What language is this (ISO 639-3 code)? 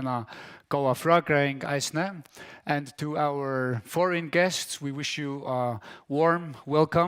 fao